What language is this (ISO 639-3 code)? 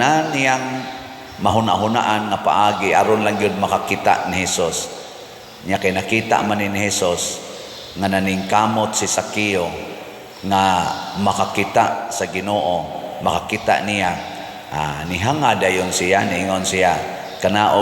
ceb